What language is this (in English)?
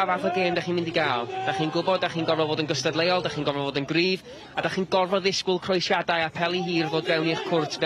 Welsh